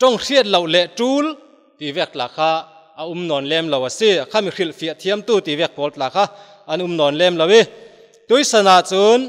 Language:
Falam Chin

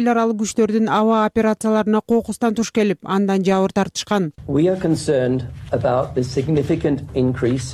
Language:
Kyrgyz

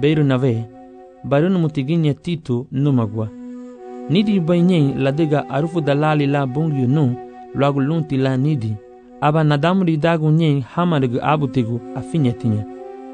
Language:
Garifuna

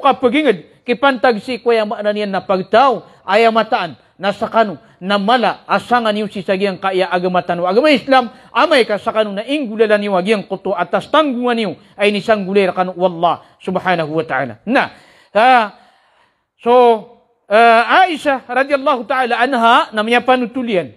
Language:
Maranao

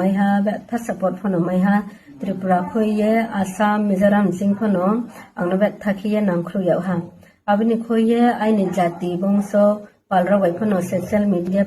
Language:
Riang (India)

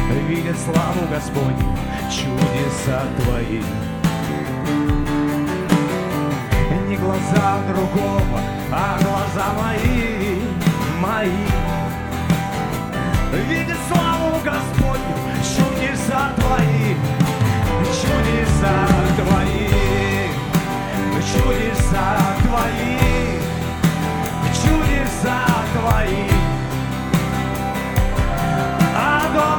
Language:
Russian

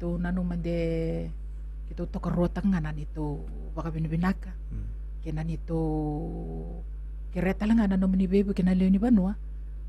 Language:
Fijian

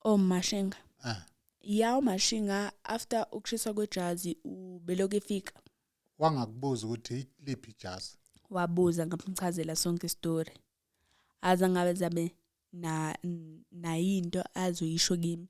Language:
Zulu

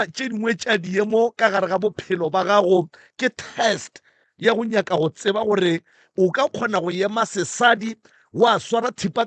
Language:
Northern Sotho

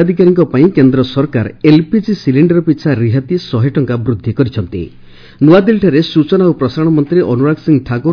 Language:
Odia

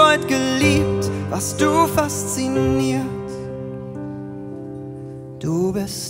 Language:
German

